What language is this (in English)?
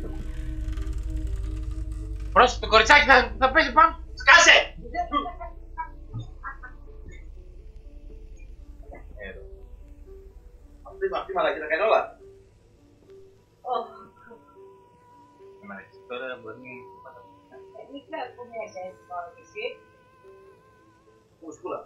Greek